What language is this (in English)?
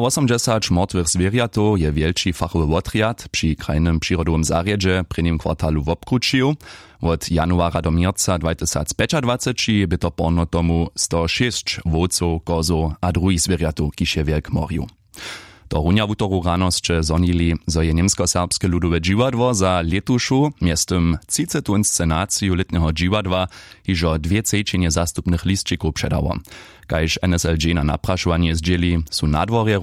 Upper Sorbian